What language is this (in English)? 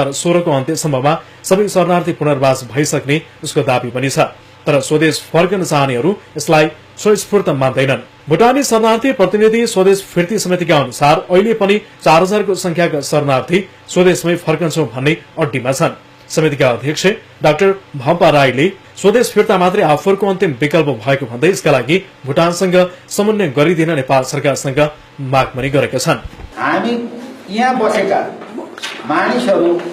Nepali